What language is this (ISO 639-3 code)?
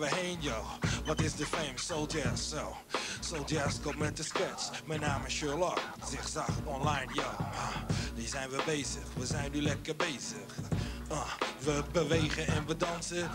nld